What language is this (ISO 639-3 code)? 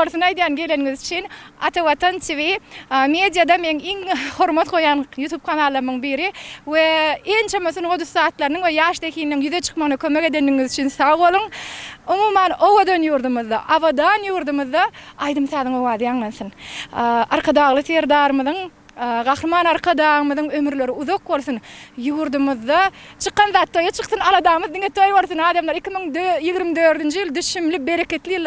tuk